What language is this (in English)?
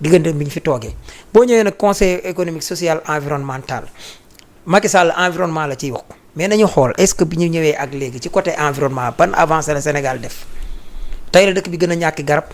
Wolof